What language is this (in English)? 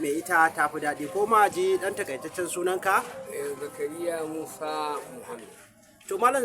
Hausa